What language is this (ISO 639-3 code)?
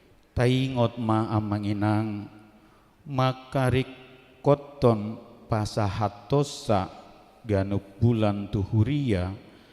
bbc